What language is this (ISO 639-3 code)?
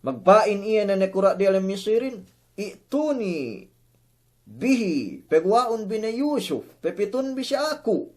yka